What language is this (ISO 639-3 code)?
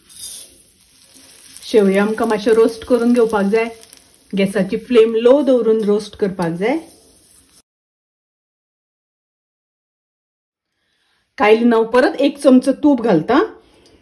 kok